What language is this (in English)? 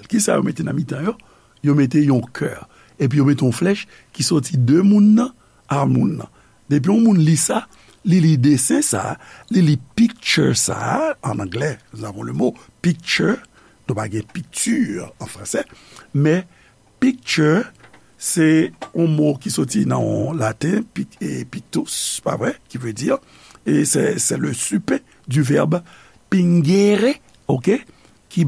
Haitian Creole